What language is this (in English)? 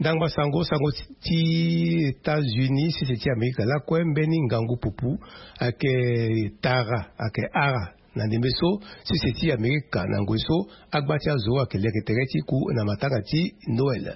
Sango